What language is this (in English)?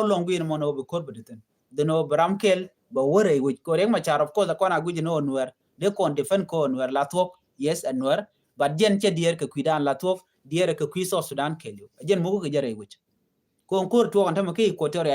Nuer